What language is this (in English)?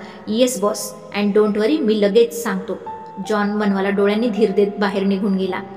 Marathi